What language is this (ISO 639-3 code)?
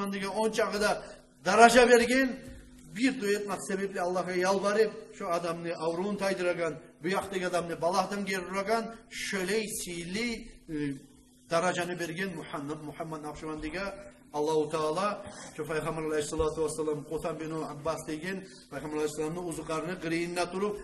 kum